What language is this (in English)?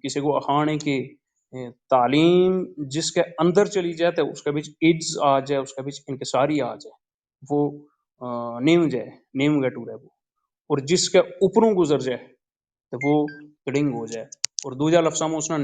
Gujari